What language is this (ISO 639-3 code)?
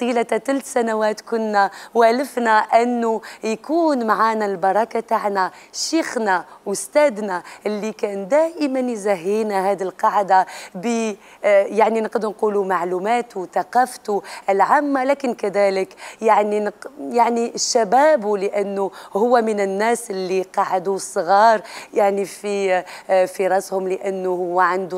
arq